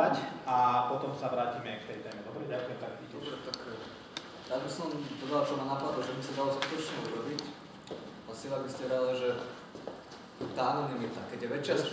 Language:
Slovak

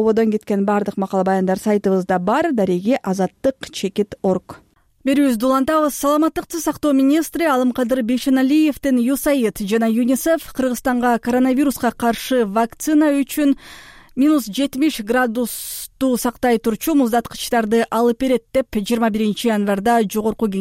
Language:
Kyrgyz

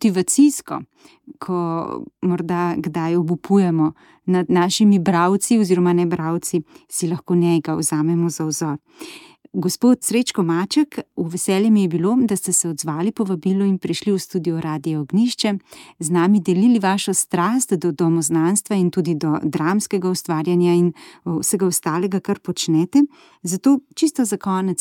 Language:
Slovenian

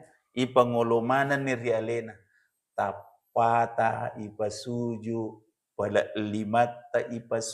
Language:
Buginese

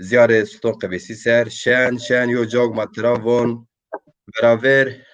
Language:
Zaza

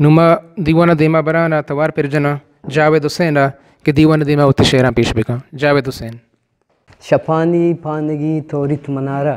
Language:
Eastern Balochi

